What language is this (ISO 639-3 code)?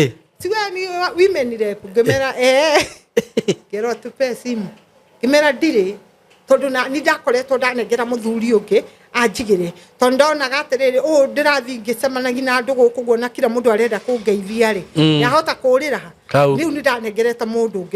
kik